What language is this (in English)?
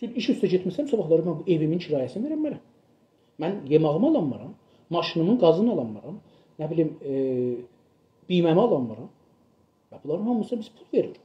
South Azerbaijani